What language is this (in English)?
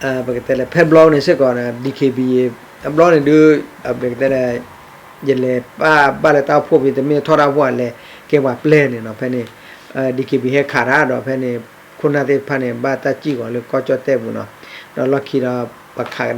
S'gaw Karen